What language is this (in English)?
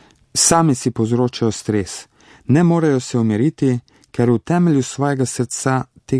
Slovenian